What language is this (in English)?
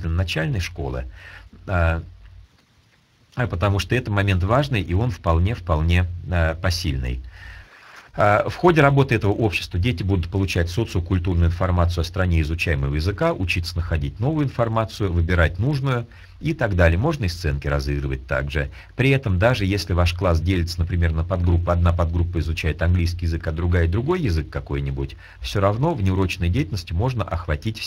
Russian